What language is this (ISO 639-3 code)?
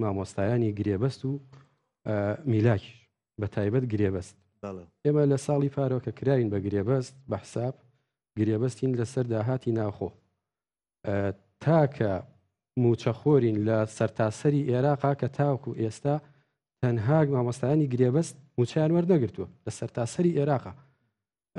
ckb